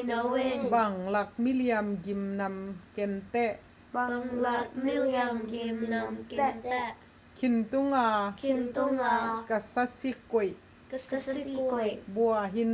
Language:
Tedim Chin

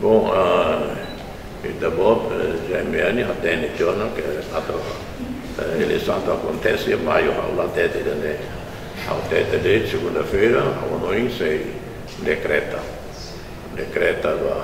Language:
Tetum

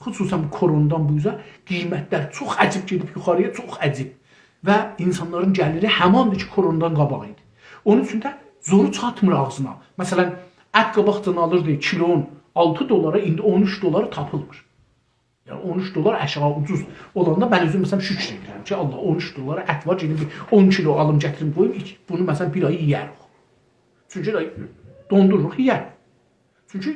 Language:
South Azerbaijani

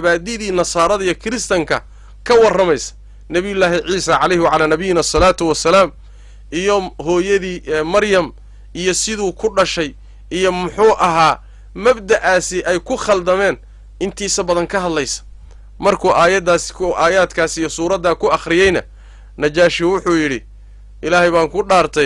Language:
Somali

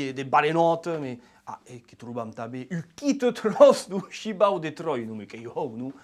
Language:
Occitan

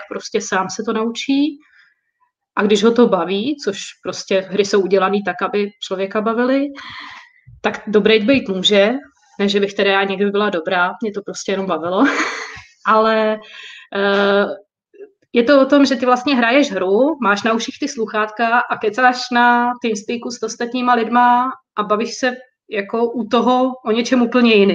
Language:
Czech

